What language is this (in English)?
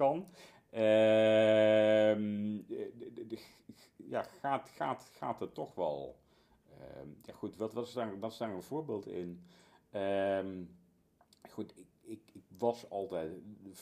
Dutch